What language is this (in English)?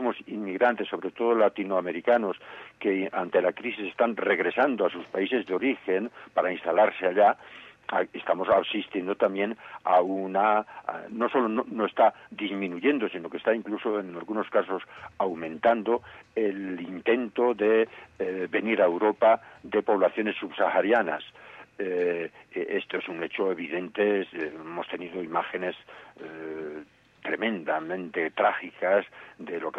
Spanish